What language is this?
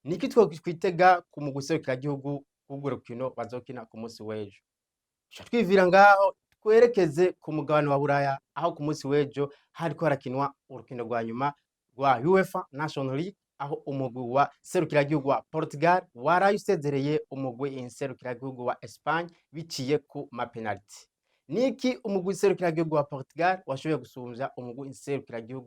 Rundi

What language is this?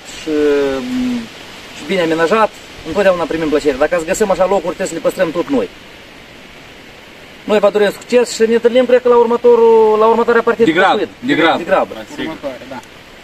Romanian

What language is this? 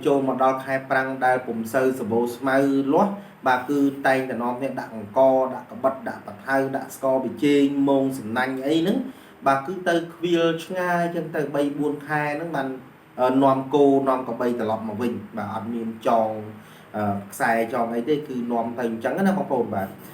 Khmer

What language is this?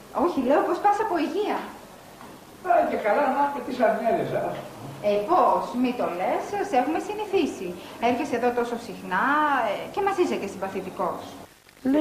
Greek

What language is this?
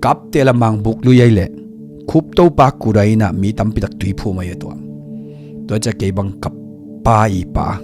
Tedim Chin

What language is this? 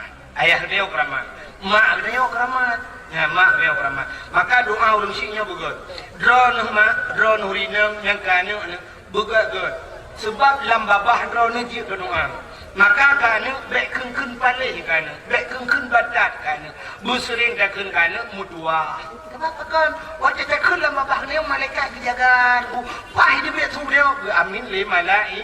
Achinese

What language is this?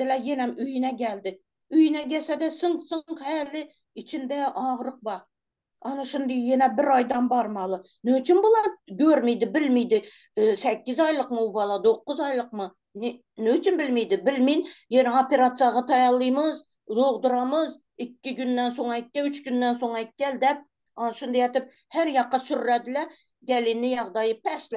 Turkmen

